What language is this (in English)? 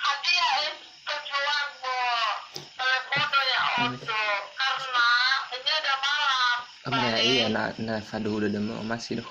Nias